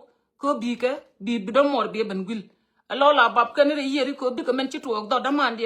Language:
Nuer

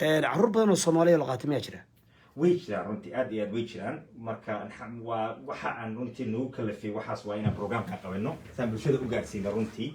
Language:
Somali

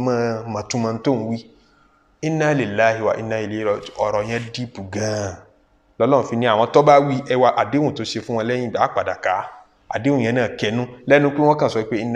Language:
Yoruba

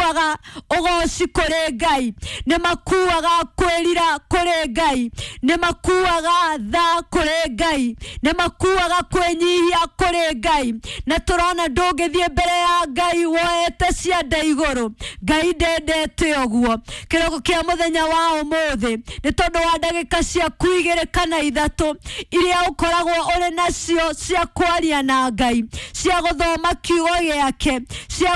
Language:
Kikuyu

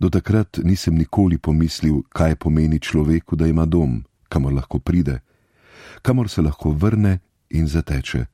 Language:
Slovenian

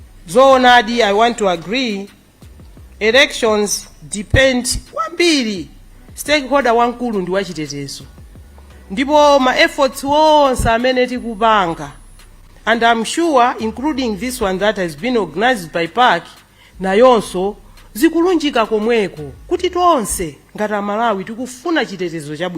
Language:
Nyanja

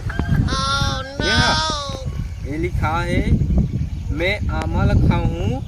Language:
Chhattisgarhi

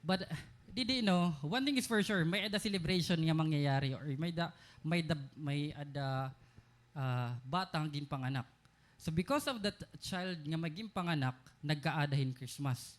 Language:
Waray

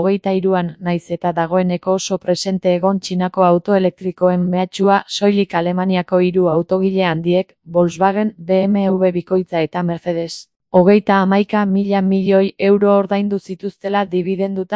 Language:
Basque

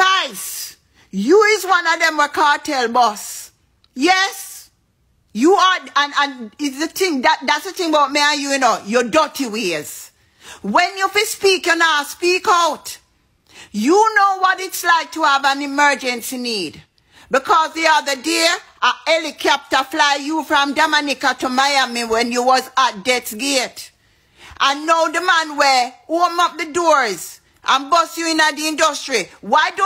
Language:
Jamaican Creole English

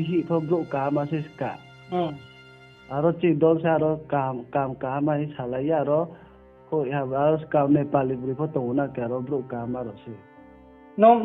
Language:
Riang (India)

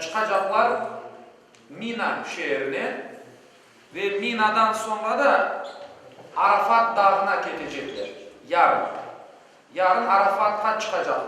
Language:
Crimean Tatar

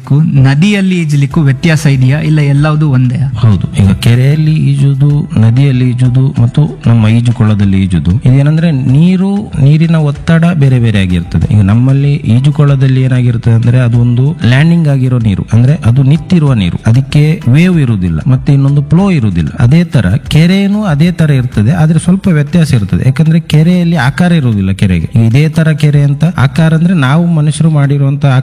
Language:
Kannada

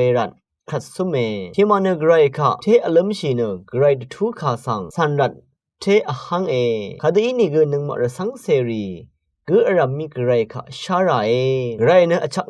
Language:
Rawang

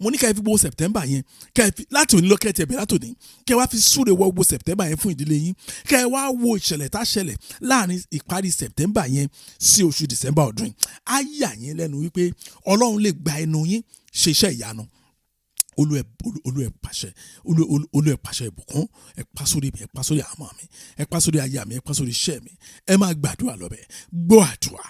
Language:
Yoruba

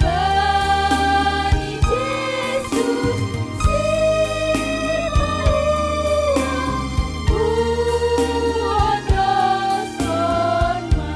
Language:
Batak Simalungun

